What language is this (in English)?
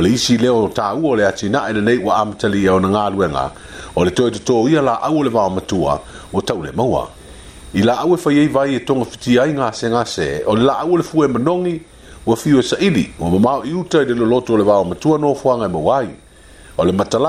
Samoan